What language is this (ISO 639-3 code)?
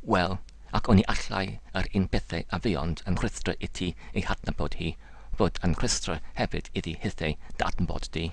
cym